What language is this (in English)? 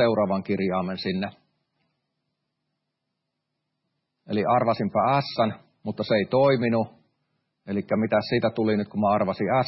Finnish